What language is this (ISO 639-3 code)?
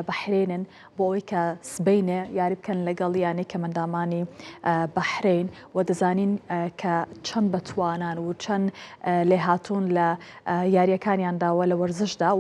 ckb